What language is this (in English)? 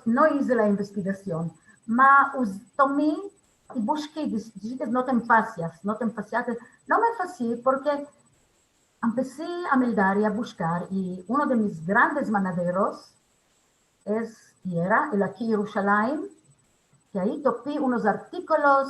Ladino